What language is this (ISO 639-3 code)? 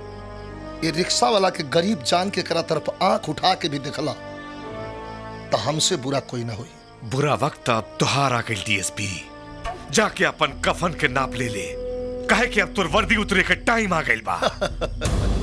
bho